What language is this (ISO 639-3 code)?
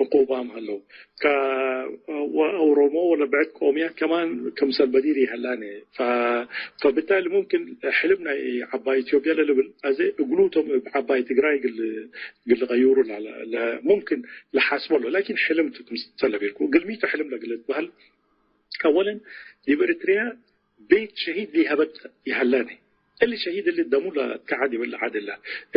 tig